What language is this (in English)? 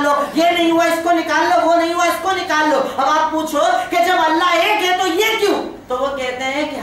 Urdu